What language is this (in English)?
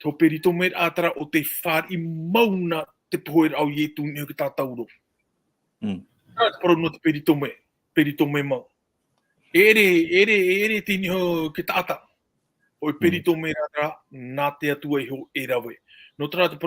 Tahitian